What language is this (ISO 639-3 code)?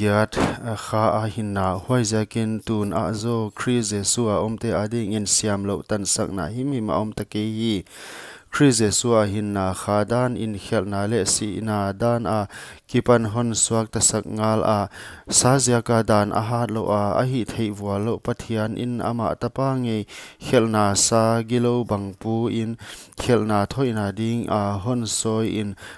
pck